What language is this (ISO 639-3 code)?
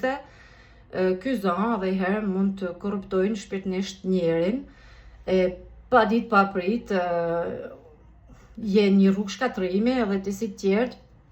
sqi